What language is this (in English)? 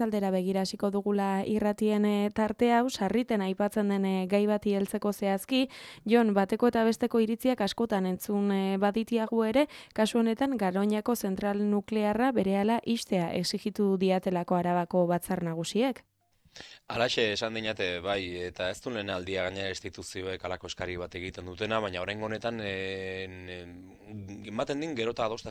Basque